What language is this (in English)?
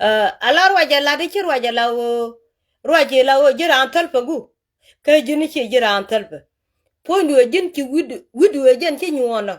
Nuer